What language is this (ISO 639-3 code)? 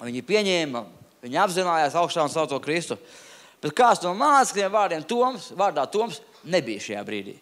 lav